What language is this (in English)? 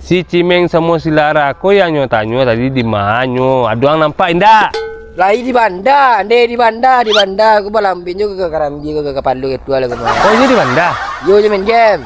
Minangkabau